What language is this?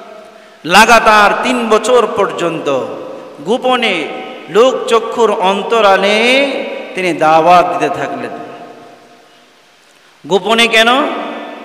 Bangla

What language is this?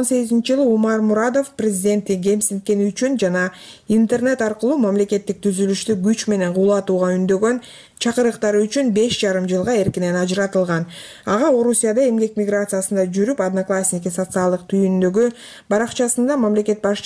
Kyrgyz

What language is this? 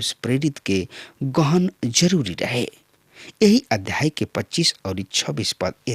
Bhojpuri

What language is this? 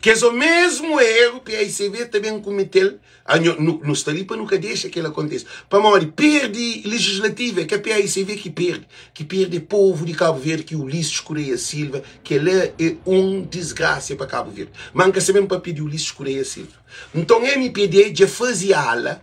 Kabuverdianu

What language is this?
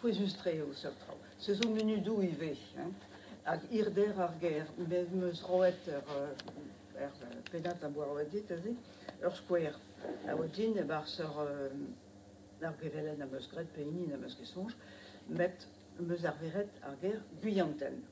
Breton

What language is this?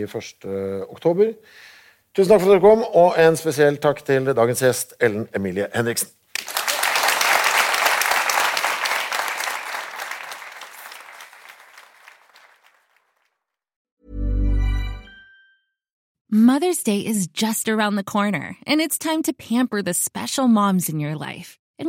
Norwegian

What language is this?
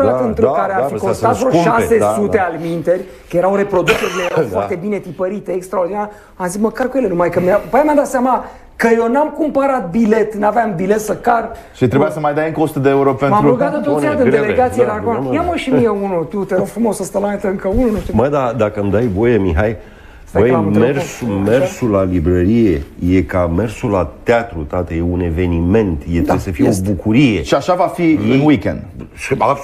Romanian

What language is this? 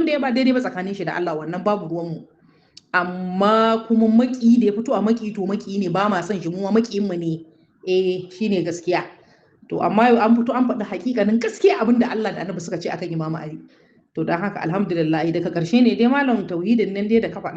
Hausa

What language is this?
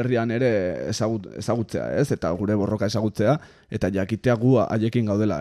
Basque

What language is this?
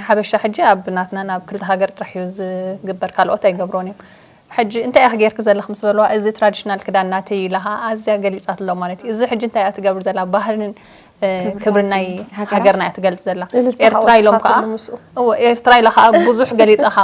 Tigrinya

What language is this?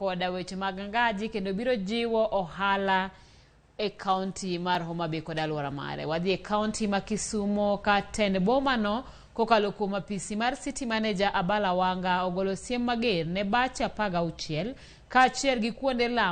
Luo (Kenya and Tanzania)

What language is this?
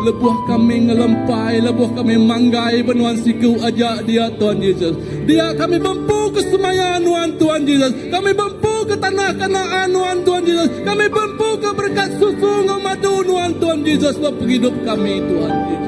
Iban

